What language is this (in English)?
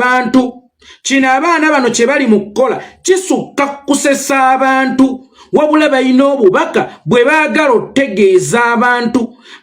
Ganda